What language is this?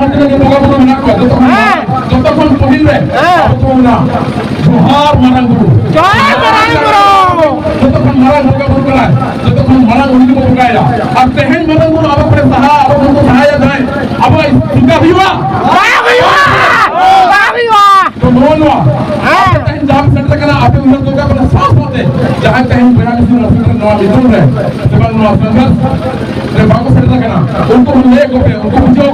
Santali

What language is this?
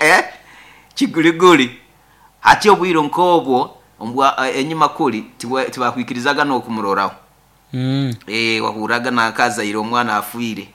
Nyoro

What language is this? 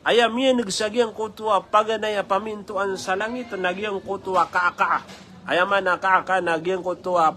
Maranao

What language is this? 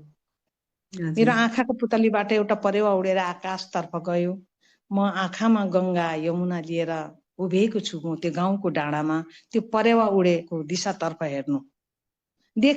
Nepali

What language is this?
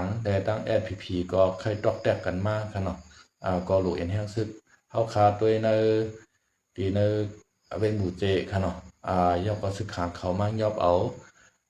Shan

